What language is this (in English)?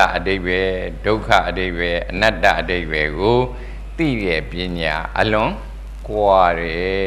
Burmese